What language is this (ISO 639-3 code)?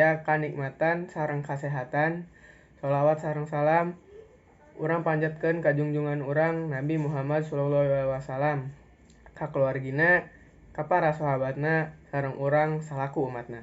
sun